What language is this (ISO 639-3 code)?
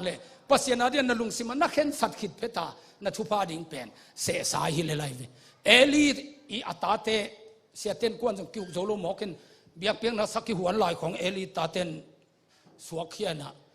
ctd